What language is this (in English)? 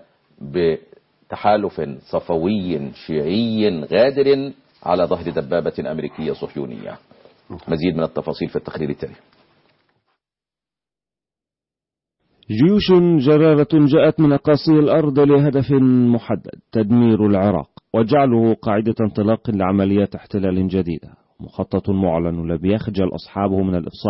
Arabic